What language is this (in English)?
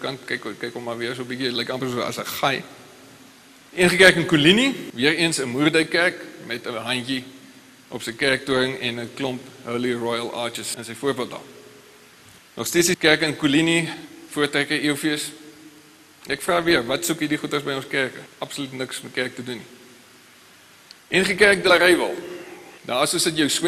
Afrikaans